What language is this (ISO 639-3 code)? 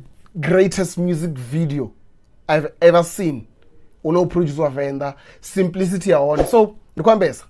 ven